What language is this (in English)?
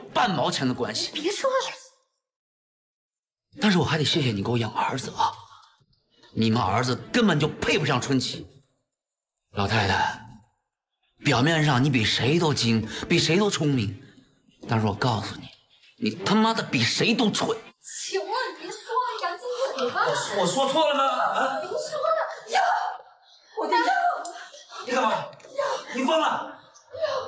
Chinese